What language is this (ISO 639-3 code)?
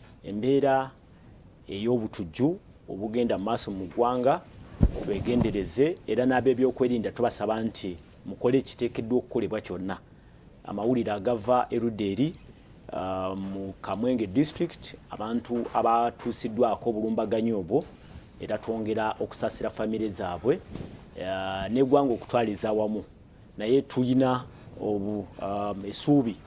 lug